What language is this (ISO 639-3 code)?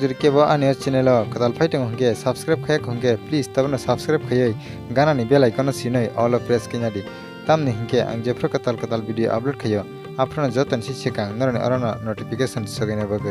trp